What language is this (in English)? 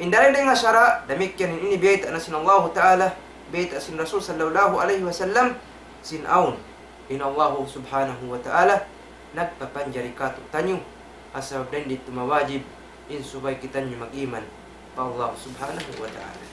Tausug